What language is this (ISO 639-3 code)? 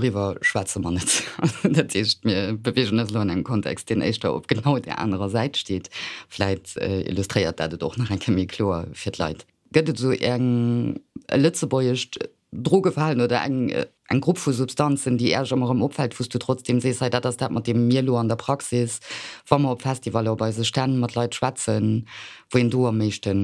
ltz